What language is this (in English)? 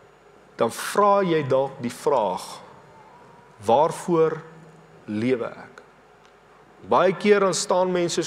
Afrikaans